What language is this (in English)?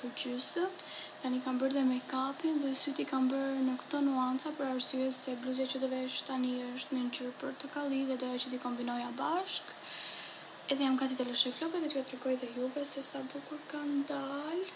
Albanian